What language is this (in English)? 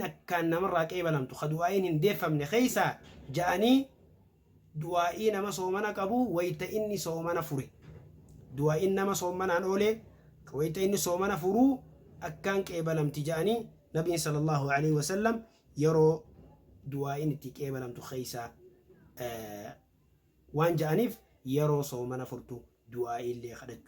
Oromo